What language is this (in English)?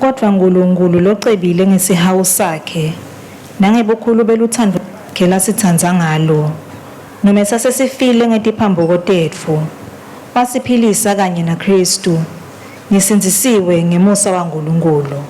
Swati